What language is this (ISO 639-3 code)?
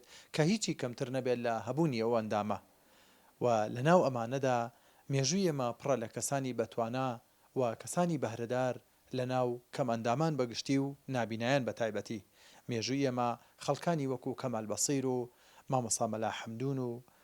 ckb